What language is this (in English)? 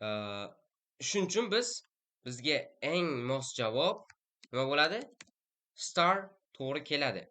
Uzbek